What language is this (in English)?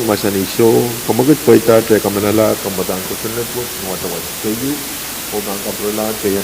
Pohnpeian